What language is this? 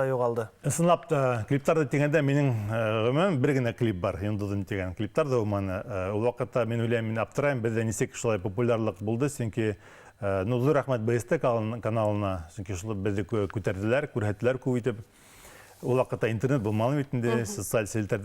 Bashkir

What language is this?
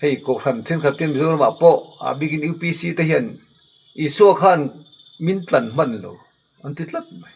Mizo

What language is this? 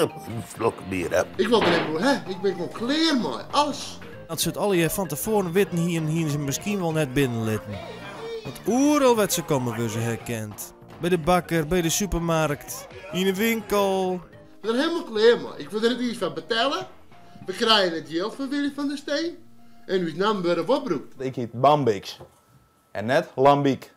Western Frisian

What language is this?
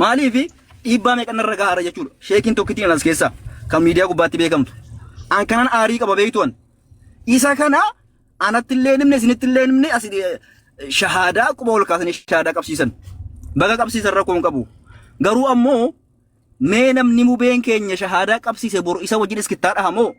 Oromo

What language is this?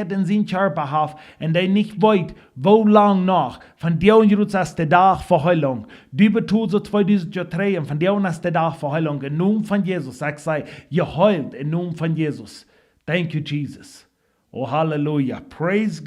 Plautdietsch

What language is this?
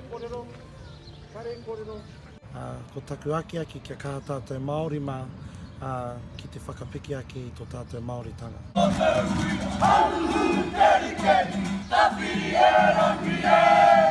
Māori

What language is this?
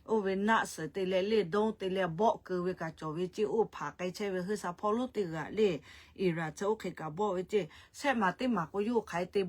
Lahu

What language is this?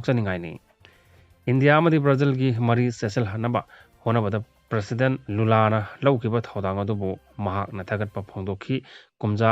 Manipuri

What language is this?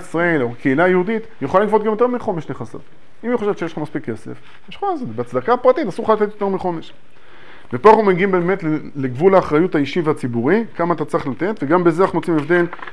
Hebrew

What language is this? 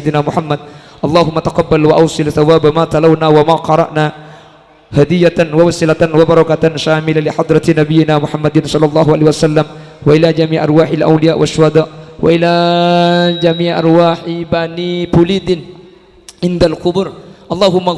Madurese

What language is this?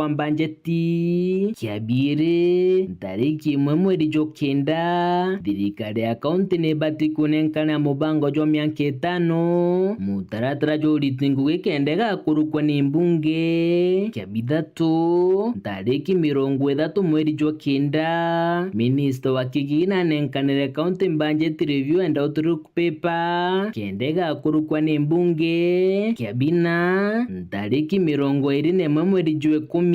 Meru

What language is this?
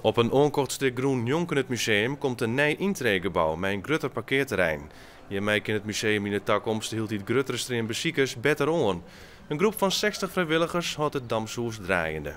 Western Frisian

